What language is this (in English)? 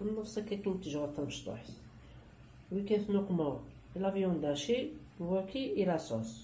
Kabyle